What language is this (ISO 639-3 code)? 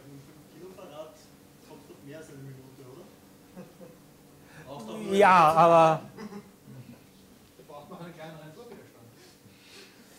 deu